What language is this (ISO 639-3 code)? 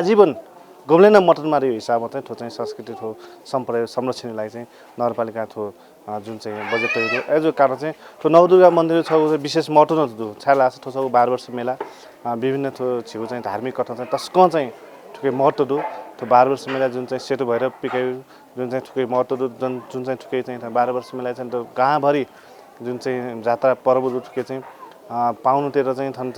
new